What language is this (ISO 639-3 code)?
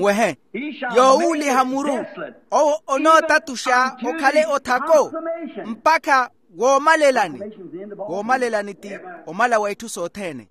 vmw